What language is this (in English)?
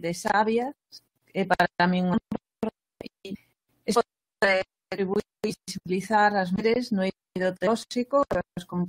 Galician